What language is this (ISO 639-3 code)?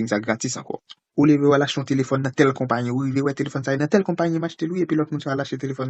hat